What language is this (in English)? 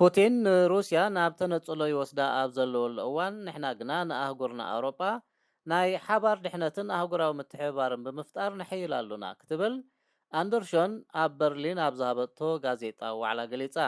Tigrinya